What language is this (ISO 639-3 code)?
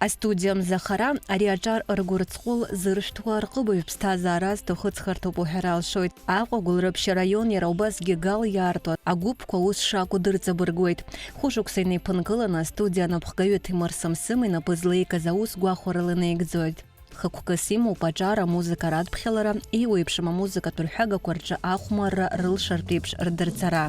abk